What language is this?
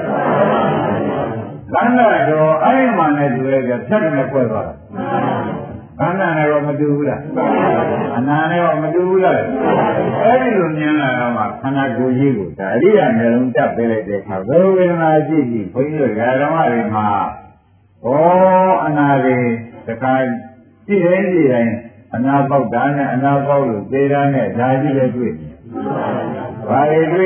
Burmese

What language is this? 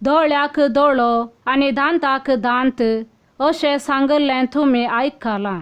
Konkani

